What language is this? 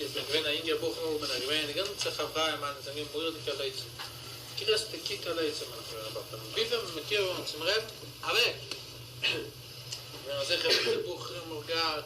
Yiddish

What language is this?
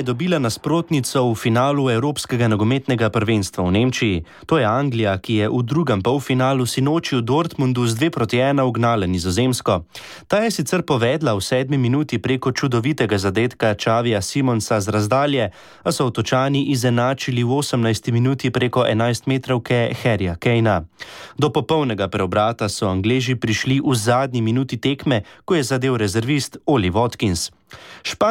Slovenian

